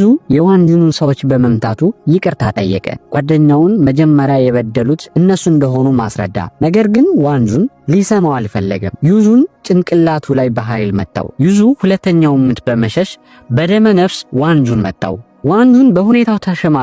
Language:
Amharic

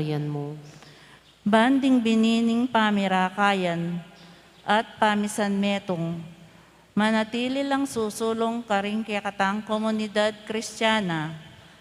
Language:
Pampanga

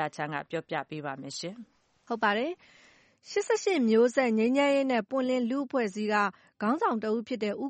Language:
Burmese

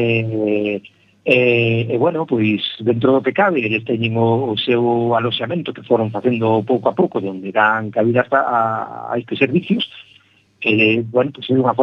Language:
Galician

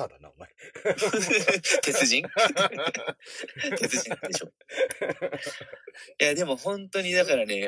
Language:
Japanese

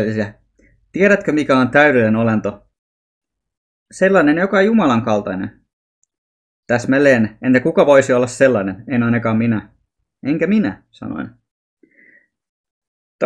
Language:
Finnish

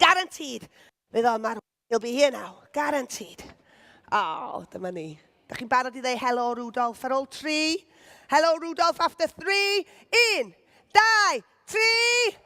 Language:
Welsh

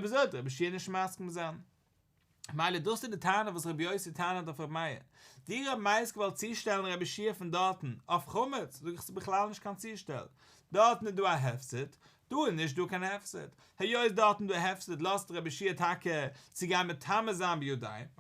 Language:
Yiddish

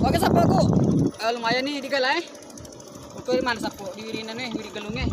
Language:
Buginese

